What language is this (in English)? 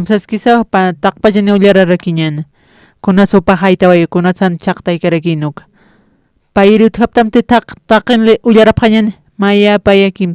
Aymara